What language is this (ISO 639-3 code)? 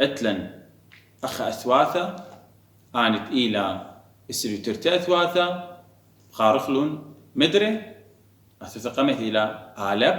aii